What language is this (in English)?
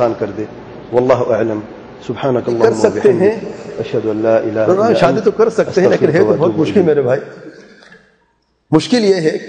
Urdu